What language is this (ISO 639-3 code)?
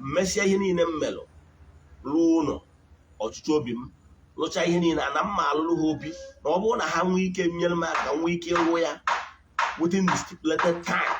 ibo